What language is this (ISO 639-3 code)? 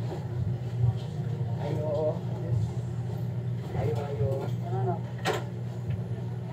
fil